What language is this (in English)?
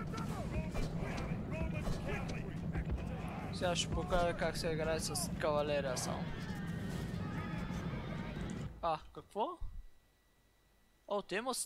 Bulgarian